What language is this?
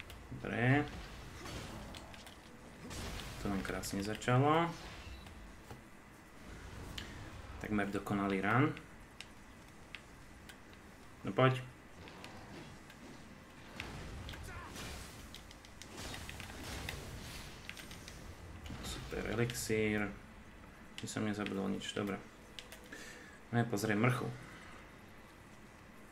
Slovak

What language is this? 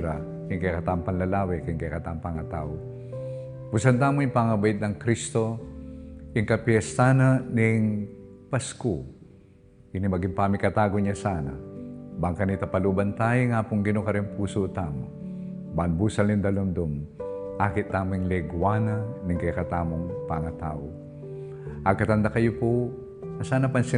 Pampanga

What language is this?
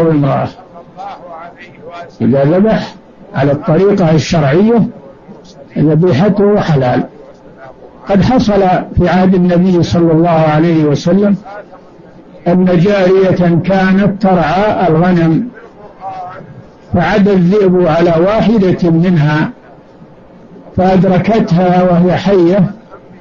Arabic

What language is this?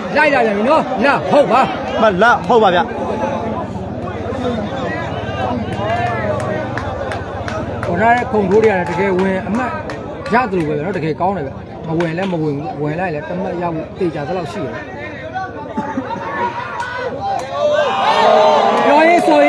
Burmese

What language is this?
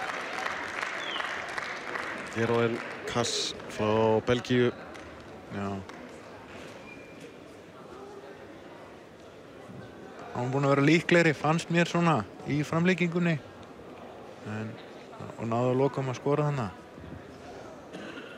Icelandic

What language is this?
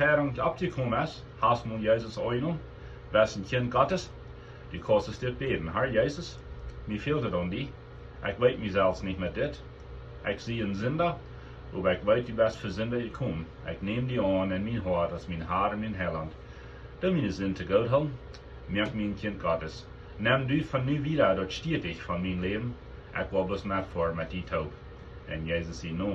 Plautdietsch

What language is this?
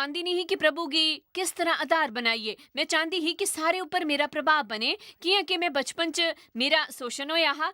Dogri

